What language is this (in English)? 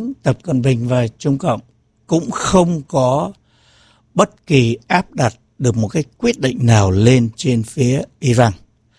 Vietnamese